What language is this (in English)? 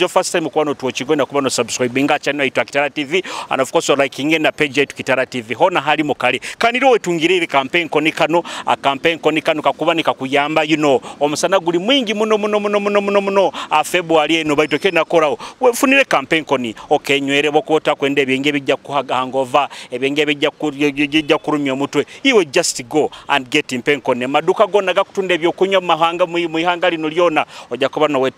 Nyoro